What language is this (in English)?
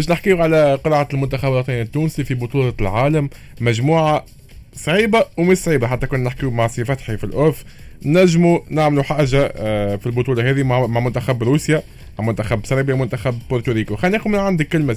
Tunisian Arabic